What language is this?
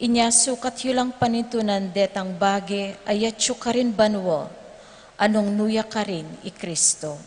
Pampanga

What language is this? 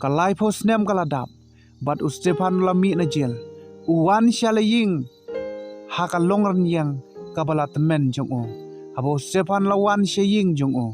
Khasi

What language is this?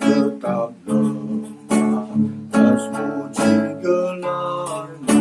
Batak Karo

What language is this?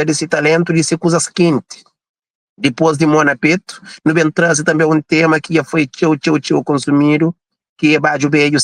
Kabuverdianu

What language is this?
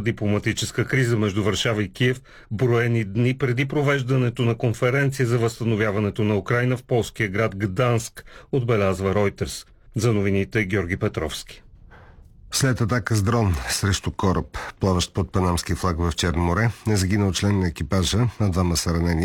Bulgarian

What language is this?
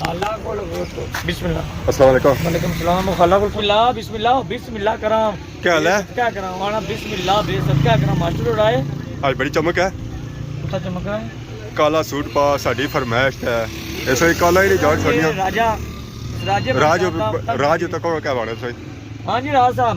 Pahari-Potwari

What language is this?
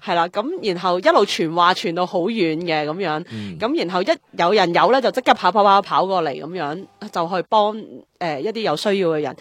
Cantonese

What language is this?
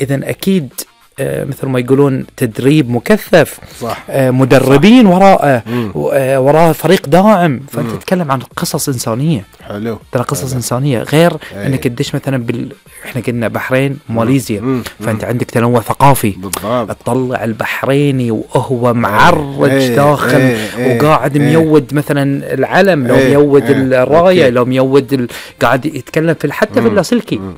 Gulf Arabic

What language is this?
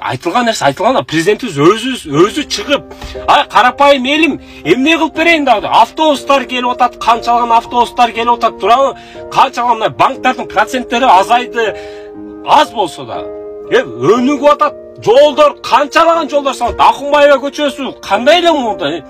Kyrgyz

